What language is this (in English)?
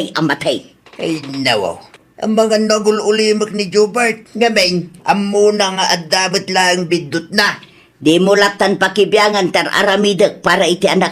Iloko